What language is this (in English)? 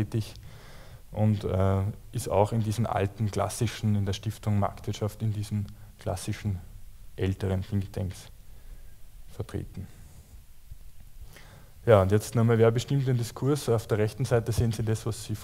German